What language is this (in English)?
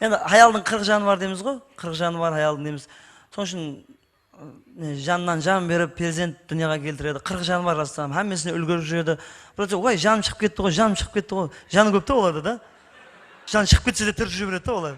Kara-Kalpak